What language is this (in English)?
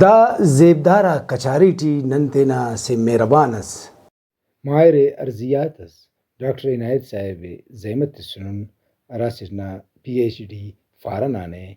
Brahui